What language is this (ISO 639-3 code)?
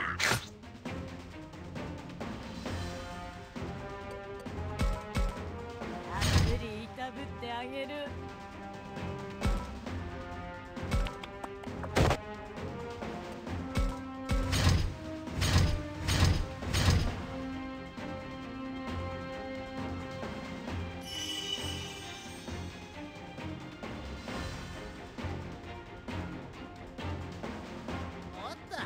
jpn